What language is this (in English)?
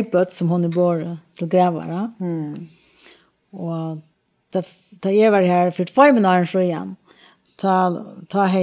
Faroese